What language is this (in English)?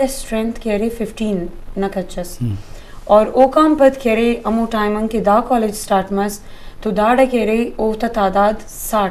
Eastern Balochi